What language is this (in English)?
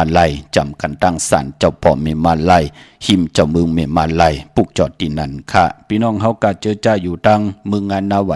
Shan